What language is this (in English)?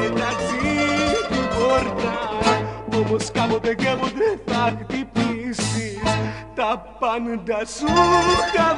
Greek